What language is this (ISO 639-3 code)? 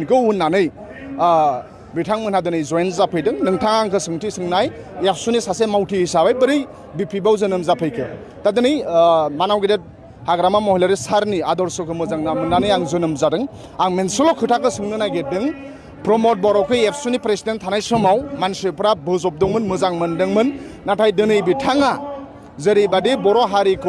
brx